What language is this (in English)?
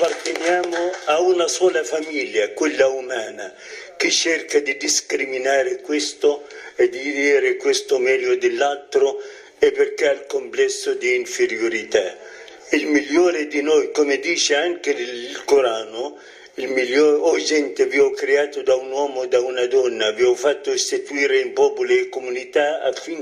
Italian